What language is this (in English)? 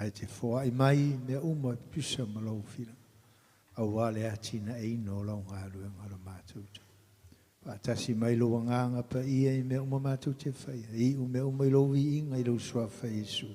Samoan